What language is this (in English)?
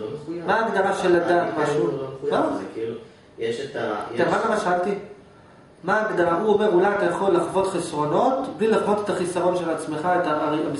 Hebrew